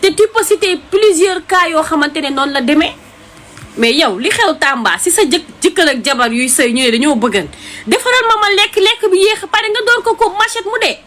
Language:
Wolof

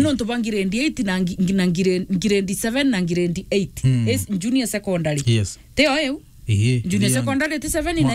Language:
Meru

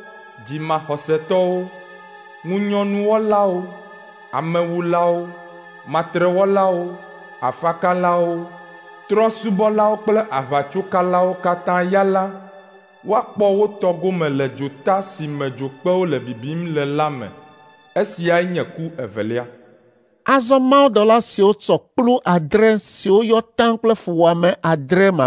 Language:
Ewe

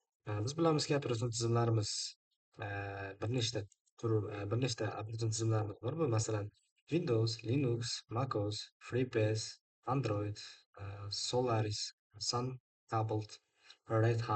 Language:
Uzbek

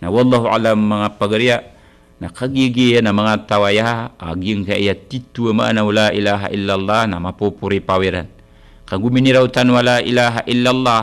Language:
Maranao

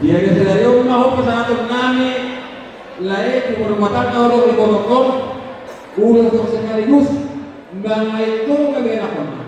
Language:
Batak Toba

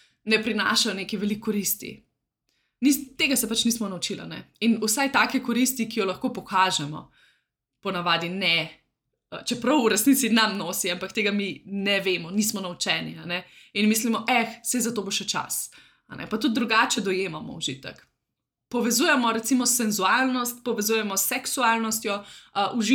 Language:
Slovenian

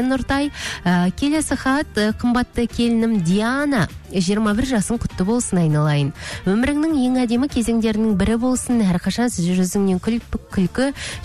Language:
Kazakh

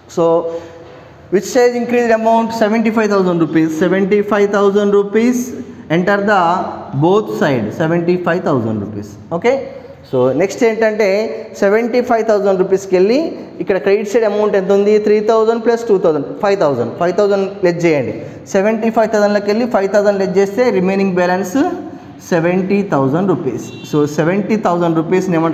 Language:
Telugu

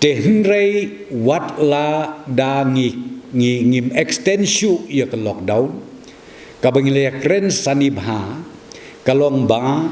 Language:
Khasi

